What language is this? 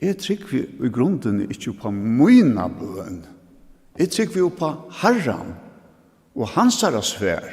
Faroese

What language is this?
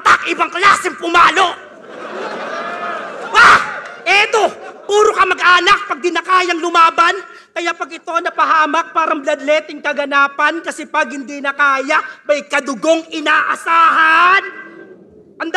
Filipino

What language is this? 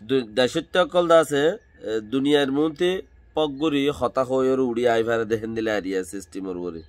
Rohingya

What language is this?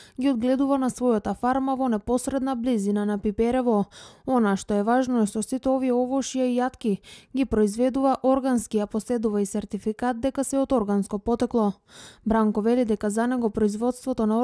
Macedonian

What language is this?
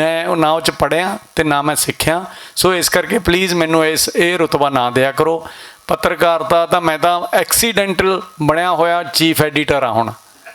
Western Panjabi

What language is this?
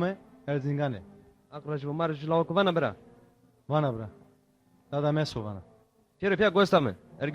Zaza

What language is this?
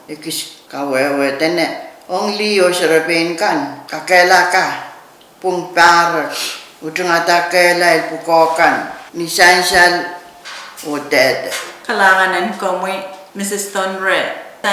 Pohnpeian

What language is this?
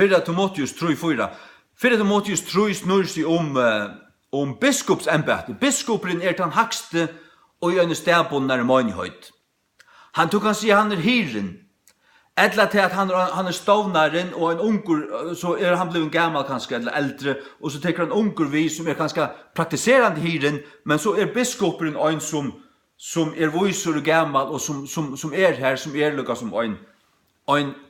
Faroese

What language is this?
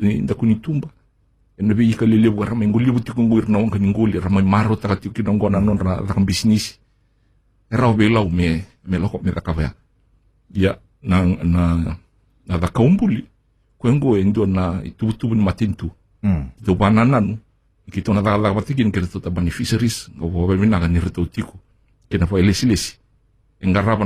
Fijian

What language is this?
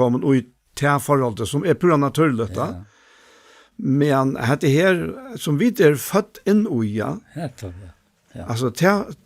Faroese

